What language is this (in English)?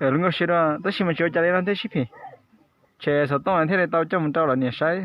Hmong